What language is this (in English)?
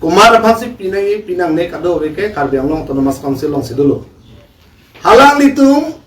Karbi